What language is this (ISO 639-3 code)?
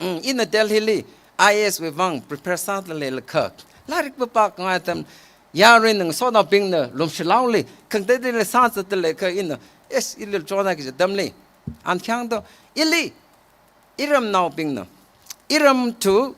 nmf